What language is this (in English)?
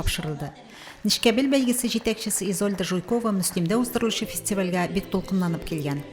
Tatar